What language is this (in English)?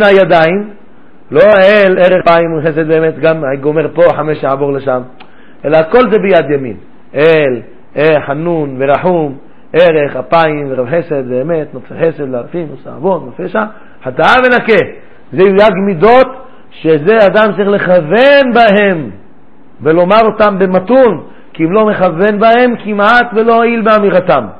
Hebrew